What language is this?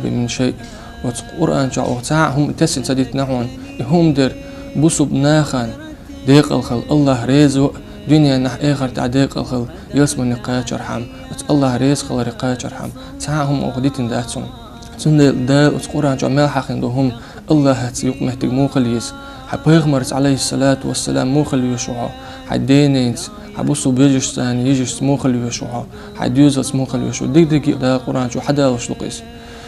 Chechen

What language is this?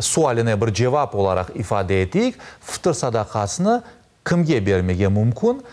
Crimean Tatar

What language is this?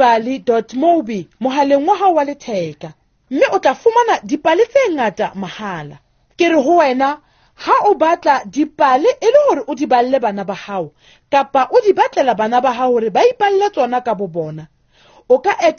Southern Sotho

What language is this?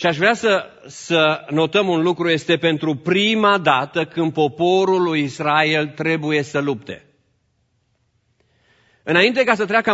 Romanian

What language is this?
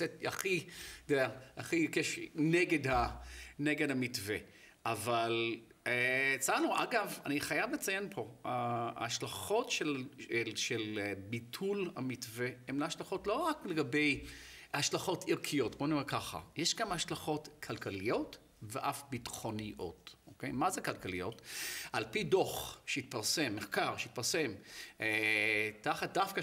Hebrew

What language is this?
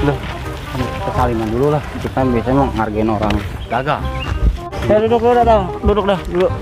Betawi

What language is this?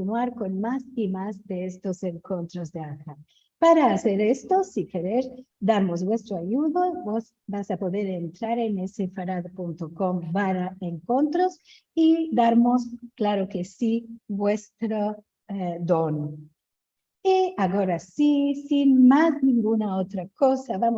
Ladino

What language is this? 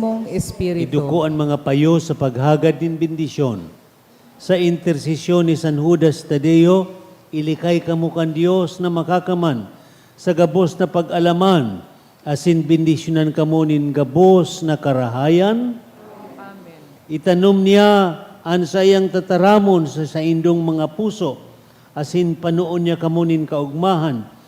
Bikol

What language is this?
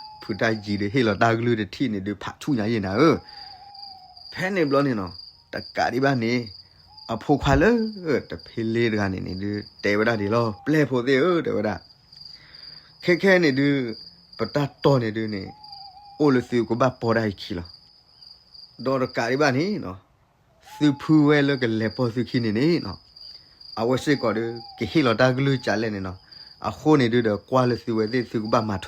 S'gaw Karen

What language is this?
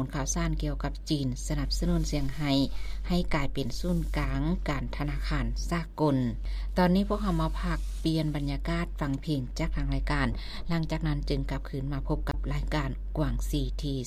Lao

